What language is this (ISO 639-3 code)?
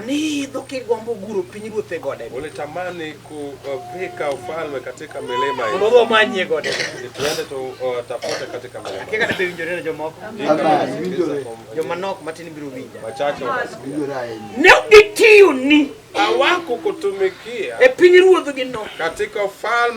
luo